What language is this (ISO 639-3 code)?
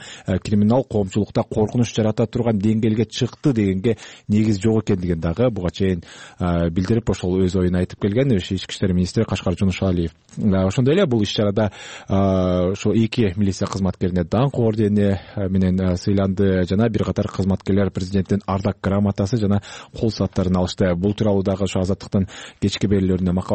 kir